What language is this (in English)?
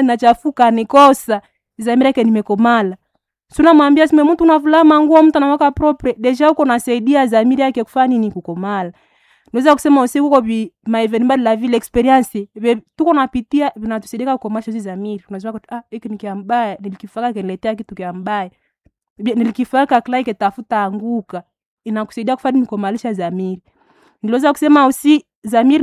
Swahili